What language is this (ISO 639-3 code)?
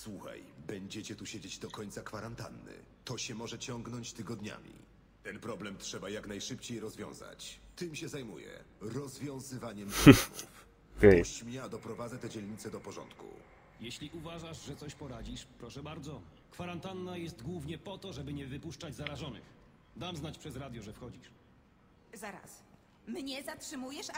pol